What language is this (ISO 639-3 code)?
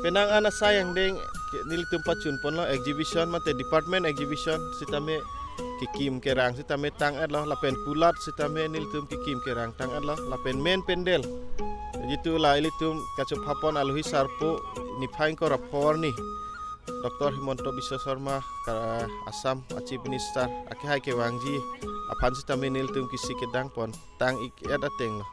mjw